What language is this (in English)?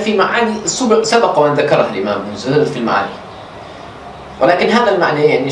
Arabic